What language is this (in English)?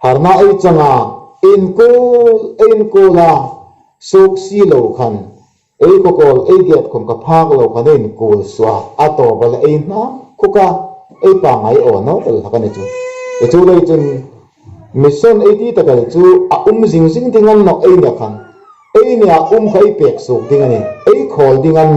Hmar